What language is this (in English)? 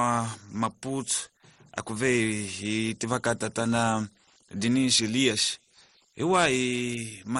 Tsonga